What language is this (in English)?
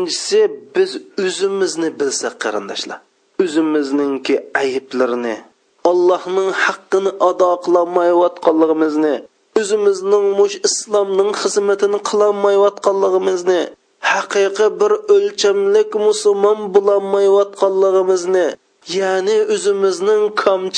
Uyghur